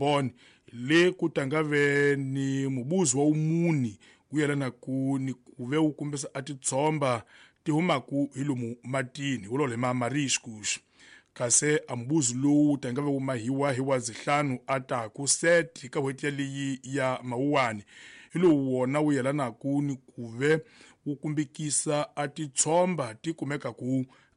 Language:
Tsonga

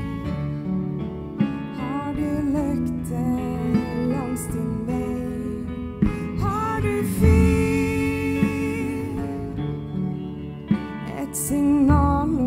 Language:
Norwegian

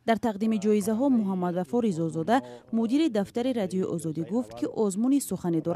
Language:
Tajik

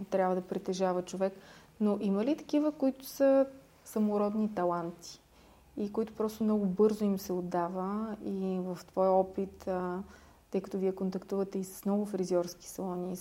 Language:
Bulgarian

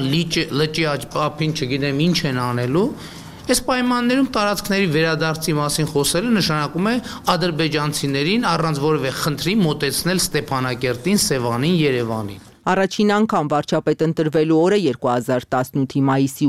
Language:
Armenian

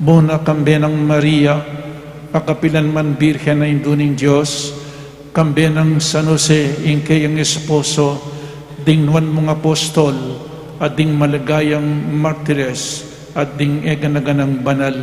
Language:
Pampanga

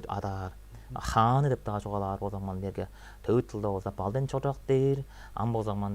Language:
Tuvinian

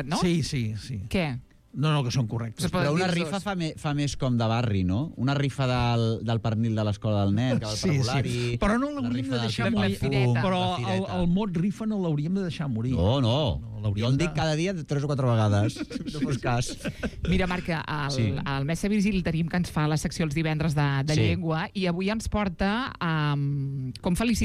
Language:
Catalan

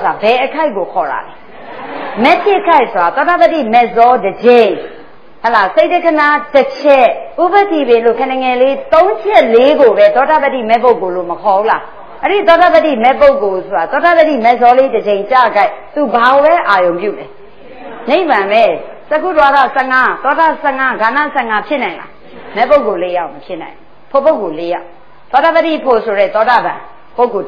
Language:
Burmese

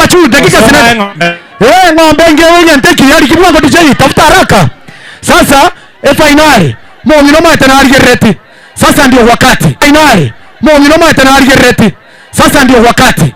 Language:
Gusii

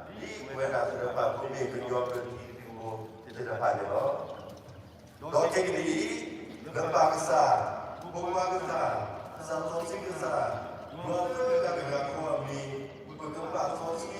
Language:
S'gaw Karen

